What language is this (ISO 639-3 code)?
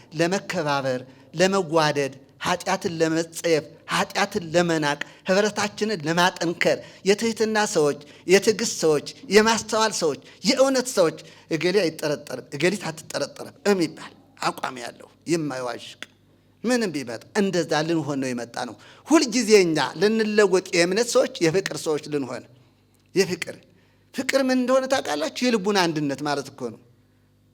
amh